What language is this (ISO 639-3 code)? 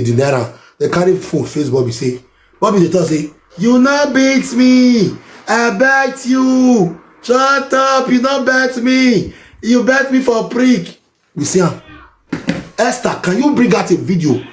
pcm